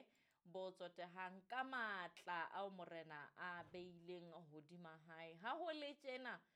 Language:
Southern Sotho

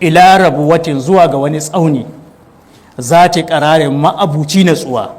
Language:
Hausa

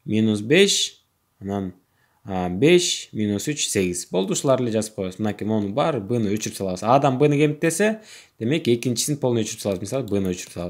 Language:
Kyrgyz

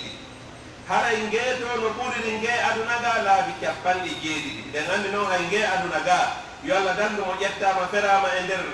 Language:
Pular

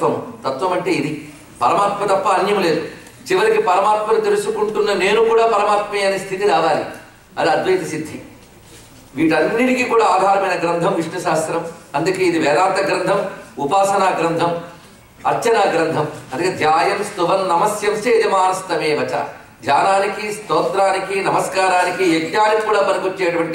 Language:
Telugu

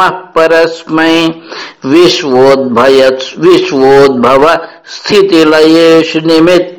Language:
Sanskrit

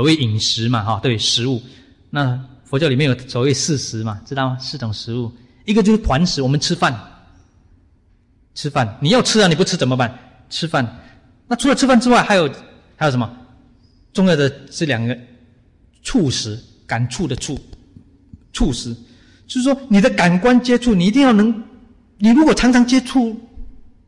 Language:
Chinese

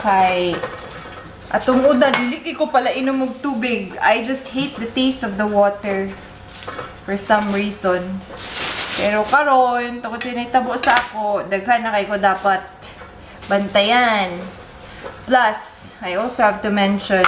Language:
Cebuano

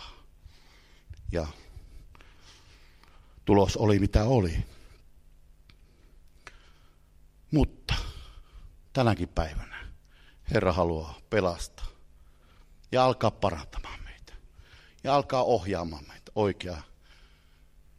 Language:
Finnish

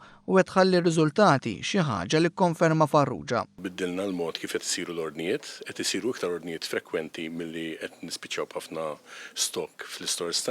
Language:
Maltese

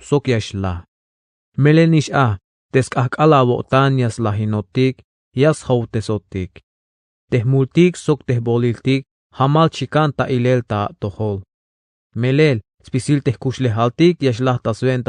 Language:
Tzeltal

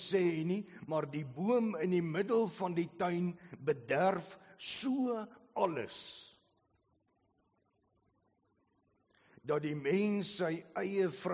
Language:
Afrikaans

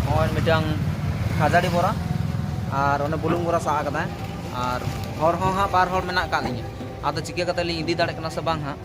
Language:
Santali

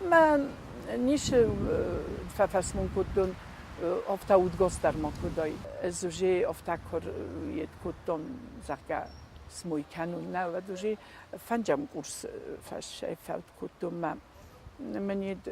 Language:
Ossetic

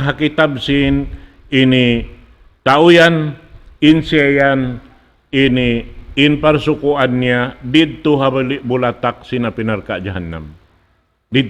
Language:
Tausug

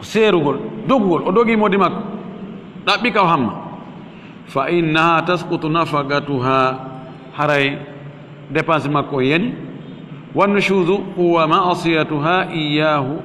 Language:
Fula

